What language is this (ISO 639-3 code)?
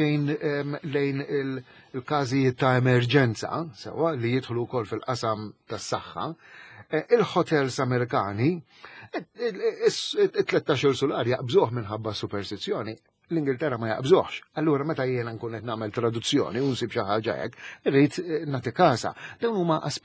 mlt